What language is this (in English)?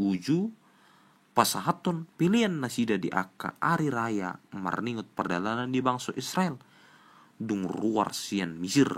Batak Toba